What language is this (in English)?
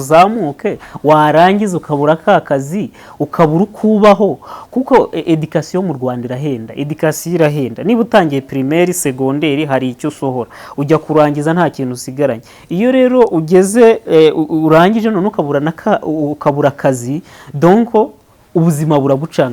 Kinyarwanda